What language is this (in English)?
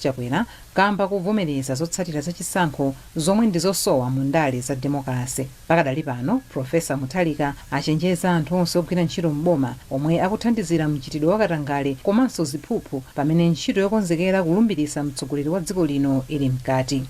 Nyanja